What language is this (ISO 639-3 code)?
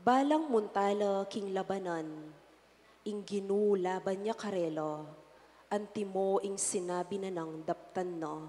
pam